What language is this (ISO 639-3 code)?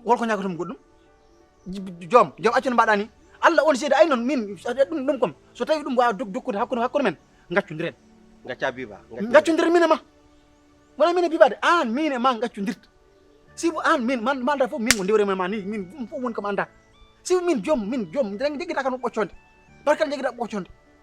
ful